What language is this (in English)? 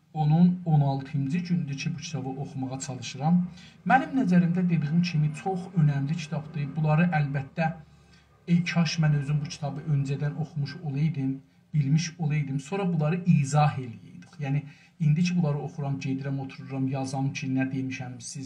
South Azerbaijani